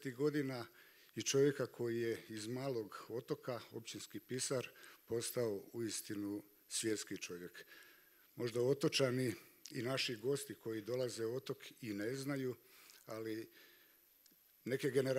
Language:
Croatian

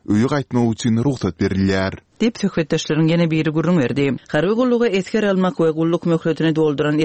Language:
Turkmen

